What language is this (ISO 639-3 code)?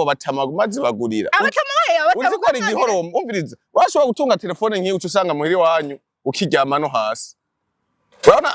run